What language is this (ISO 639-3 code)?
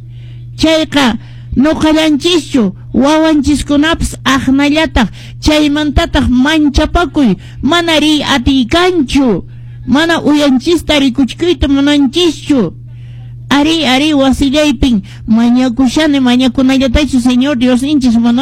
que